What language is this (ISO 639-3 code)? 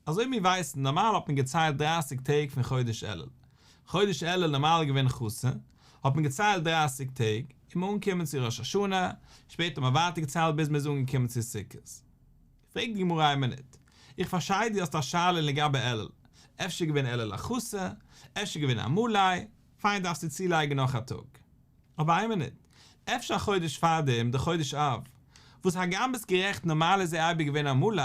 yid